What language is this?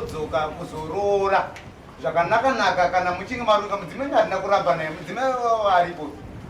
Shona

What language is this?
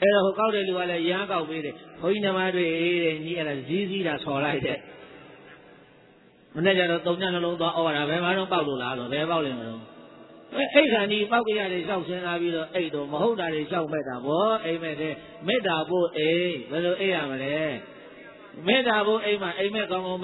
Burmese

